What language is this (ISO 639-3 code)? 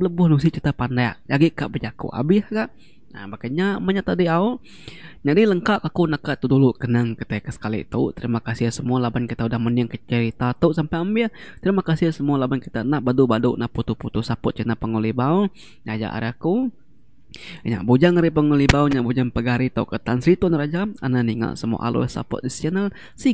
iba